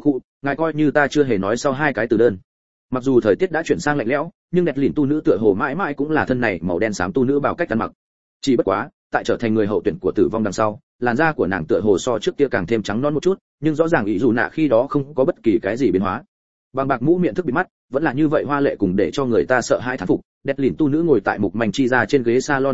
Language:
Vietnamese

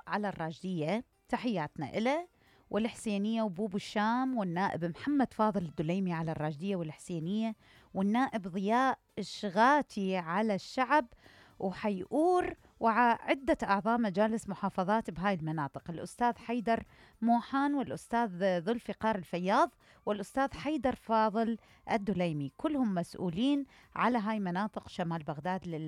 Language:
Mesopotamian Arabic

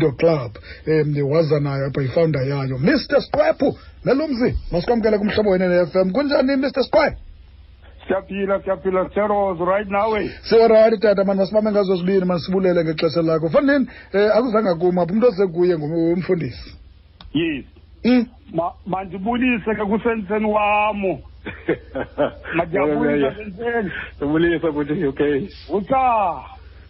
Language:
Xhosa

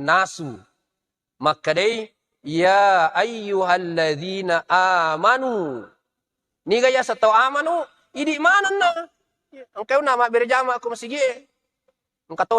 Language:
Buginese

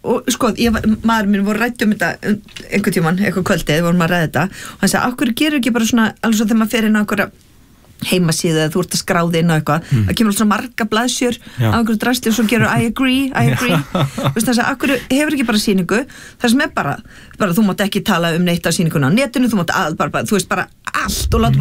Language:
Icelandic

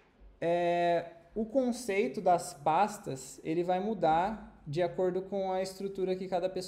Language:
Portuguese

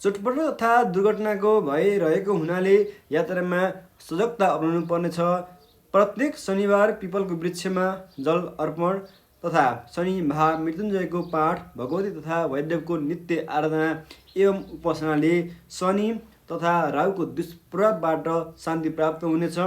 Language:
Nepali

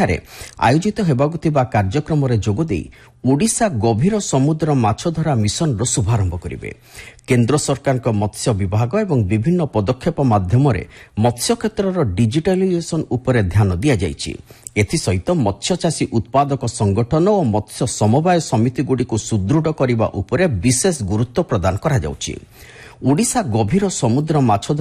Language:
Odia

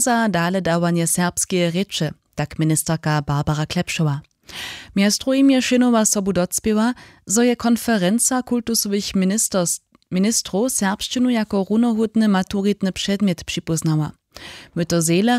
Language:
Upper Sorbian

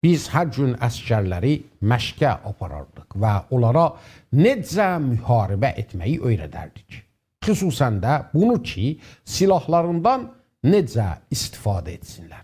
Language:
South Azerbaijani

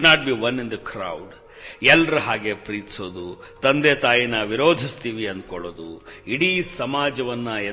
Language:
Kannada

